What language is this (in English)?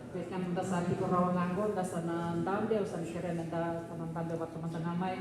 Fijian